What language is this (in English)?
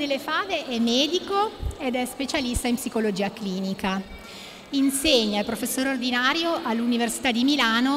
Italian